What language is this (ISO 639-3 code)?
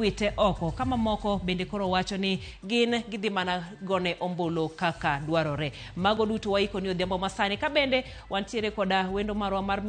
luo